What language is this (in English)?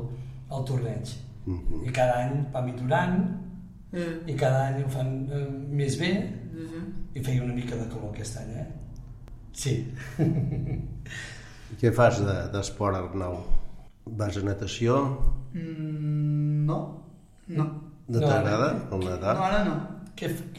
Catalan